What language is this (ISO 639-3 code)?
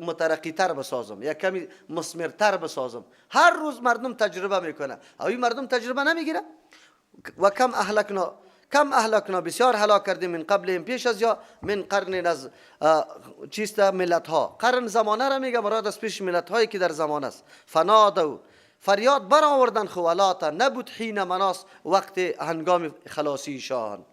fas